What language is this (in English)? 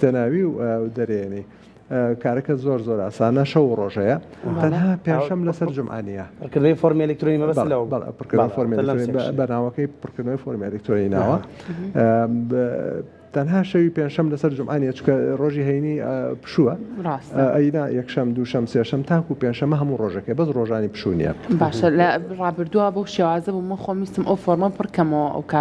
Central Kurdish